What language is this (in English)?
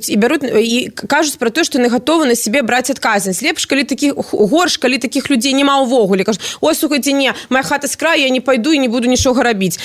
Belarusian